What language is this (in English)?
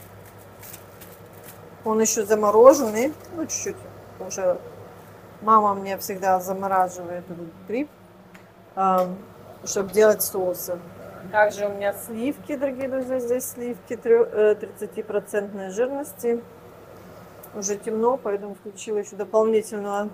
Russian